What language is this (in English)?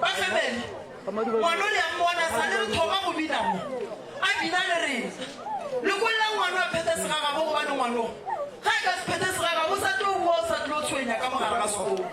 Northern Sotho